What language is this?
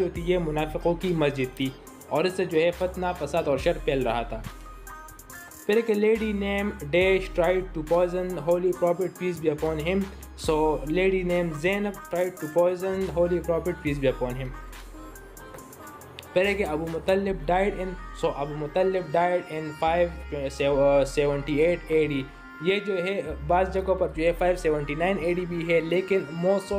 Urdu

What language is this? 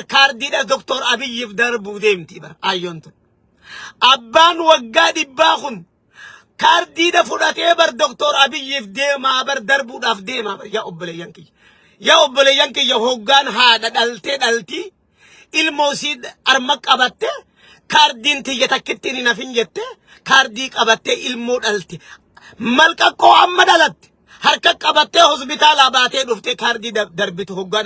Oromo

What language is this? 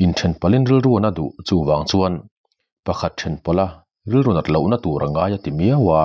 Mizo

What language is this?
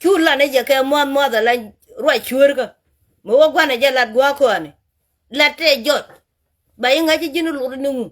Nuer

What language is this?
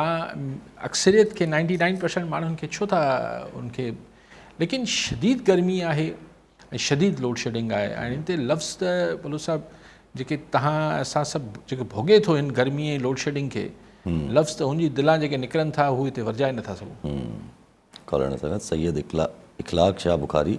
Sindhi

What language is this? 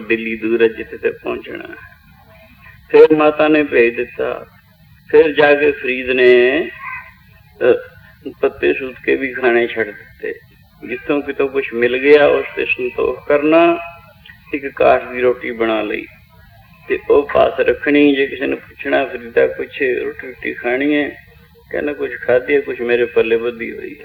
Punjabi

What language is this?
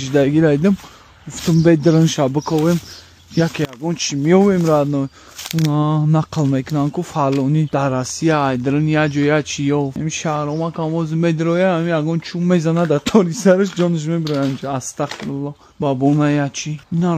Tajik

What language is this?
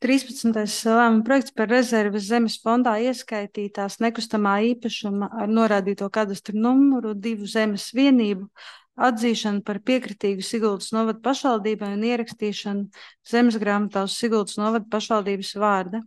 Latvian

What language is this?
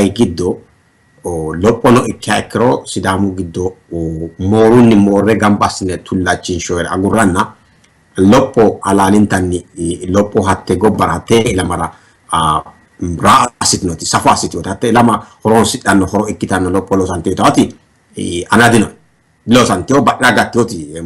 Sidamo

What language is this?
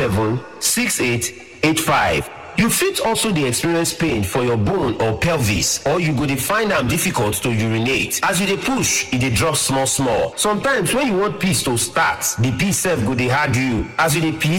Nigerian Pidgin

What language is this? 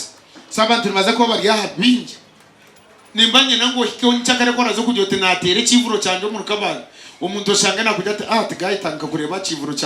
Nyankole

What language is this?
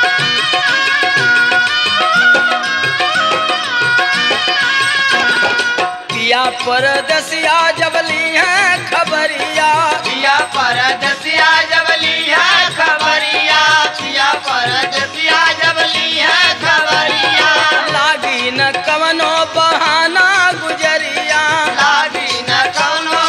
Bhojpuri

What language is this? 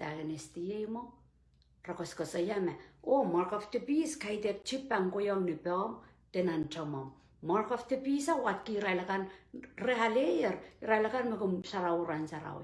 Pohnpeian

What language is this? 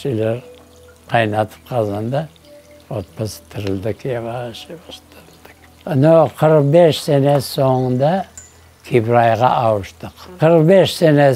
Crimean Tatar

